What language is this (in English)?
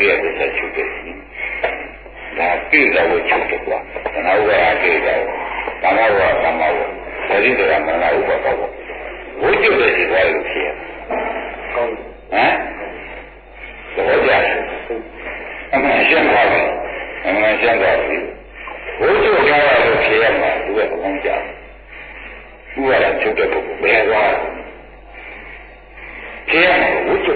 Burmese